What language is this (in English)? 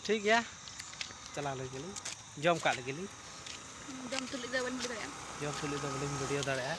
Santali